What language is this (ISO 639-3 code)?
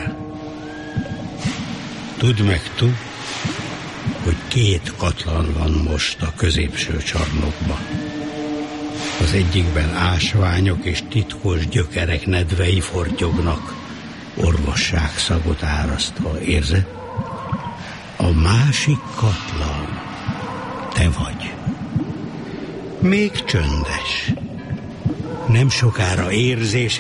hun